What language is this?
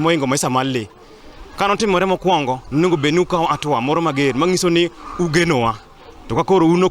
Luo (Kenya and Tanzania)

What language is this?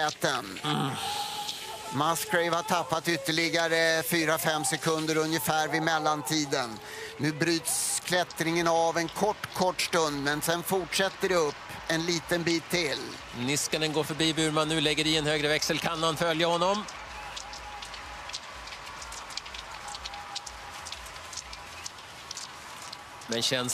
Swedish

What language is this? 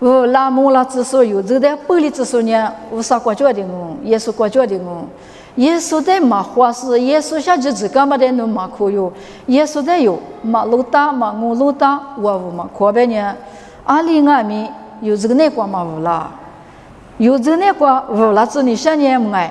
Lisu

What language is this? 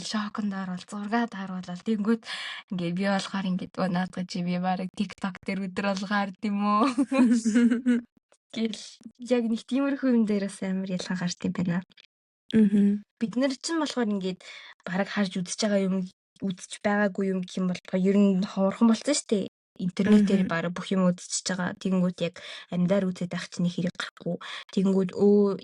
Mongolian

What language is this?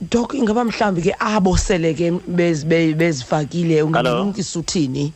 Xhosa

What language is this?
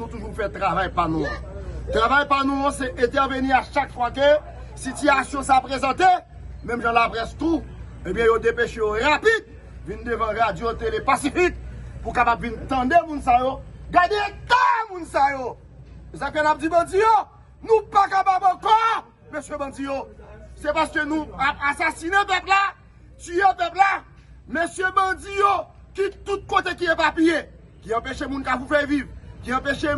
Haitian Creole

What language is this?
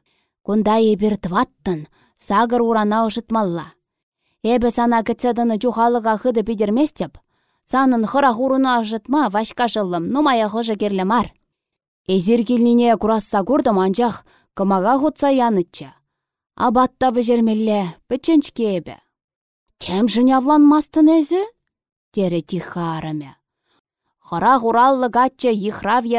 Chuvash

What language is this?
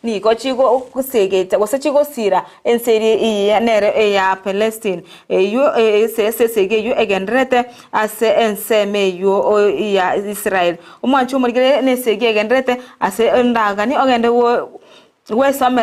Gusii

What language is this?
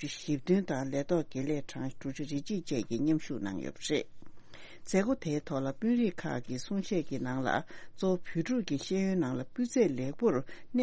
Tibetan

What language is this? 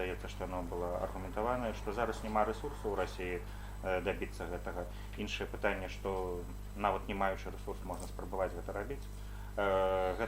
Belarusian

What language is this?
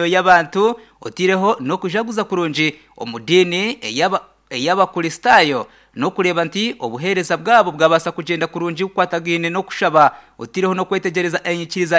Nyankole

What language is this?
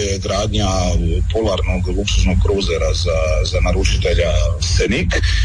Croatian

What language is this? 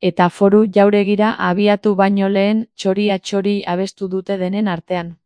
Basque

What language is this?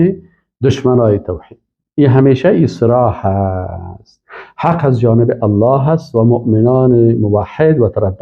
Persian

